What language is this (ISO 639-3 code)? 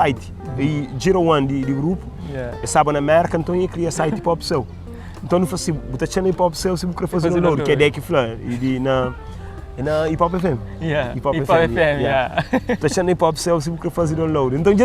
kea